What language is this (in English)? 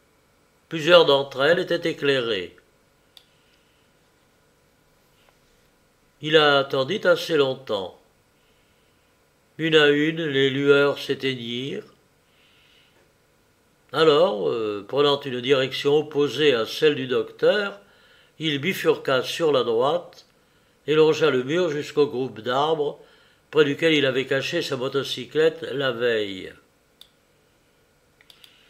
French